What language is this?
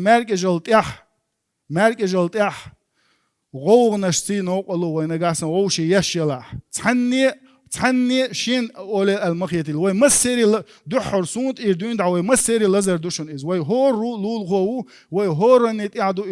Chechen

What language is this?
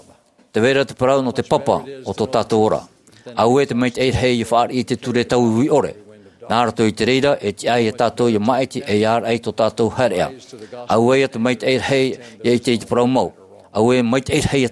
Tahitian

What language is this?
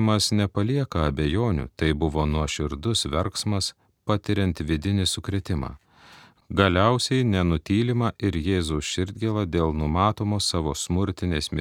Lithuanian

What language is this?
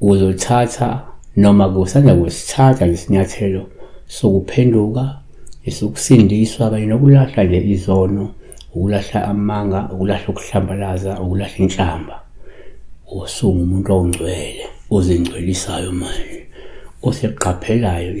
Zulu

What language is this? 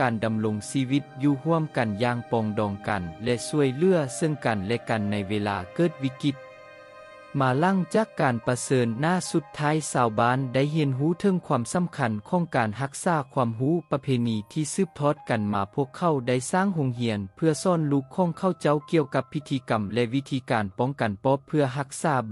Lao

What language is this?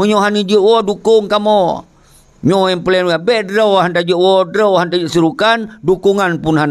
Achinese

